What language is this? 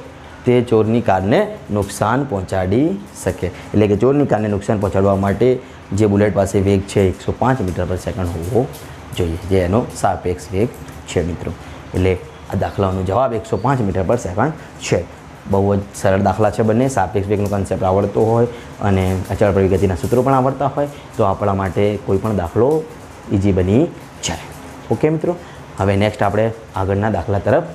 Gujarati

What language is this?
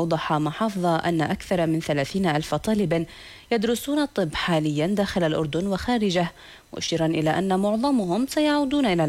Arabic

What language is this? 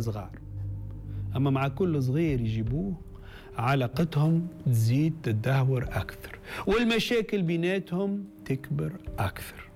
Tunisian Arabic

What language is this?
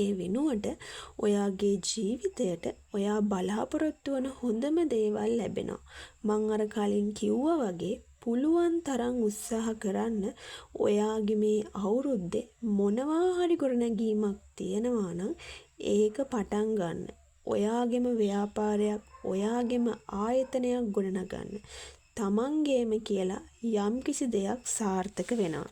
Sinhala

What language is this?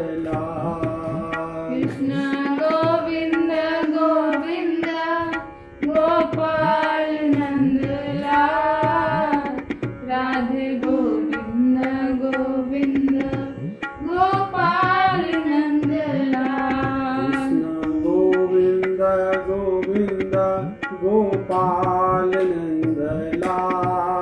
Maithili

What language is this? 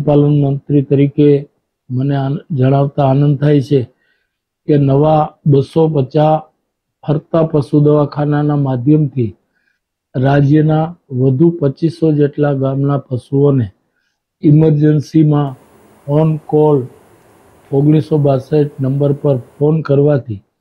Gujarati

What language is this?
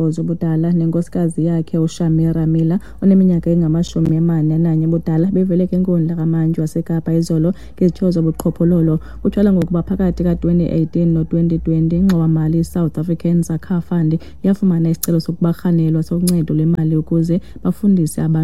Xhosa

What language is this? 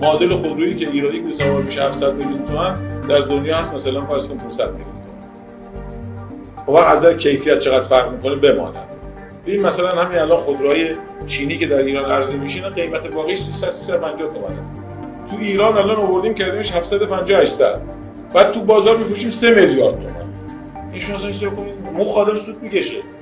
Persian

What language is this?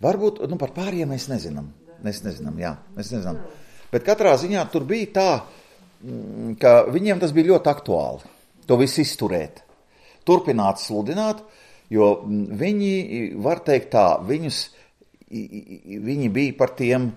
Latvian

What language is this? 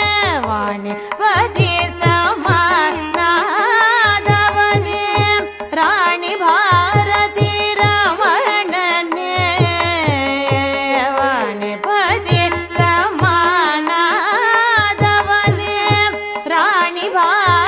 Kannada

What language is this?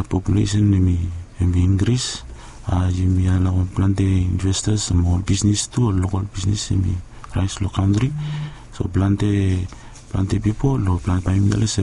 Bislama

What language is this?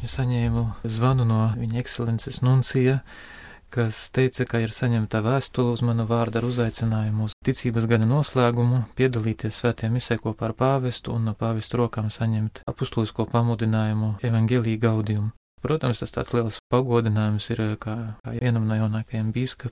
Latvian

